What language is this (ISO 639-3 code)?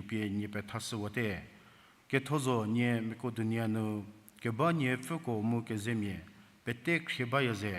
njm